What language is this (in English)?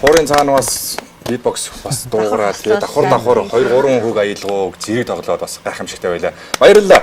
Mongolian